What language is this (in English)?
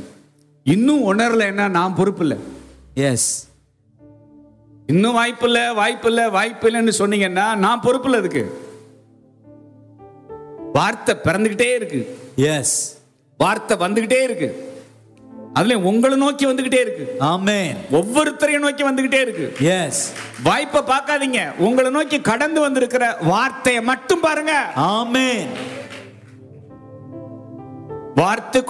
Tamil